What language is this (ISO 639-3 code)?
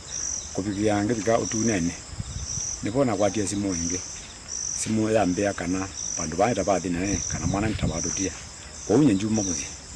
kam